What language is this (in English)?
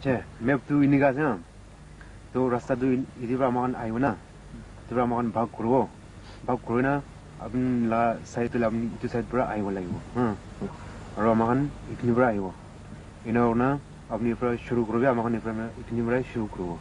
Naga Pidgin